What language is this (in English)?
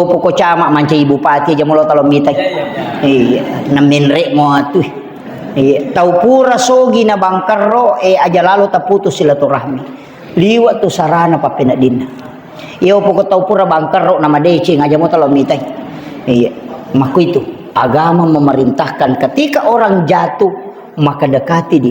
Buginese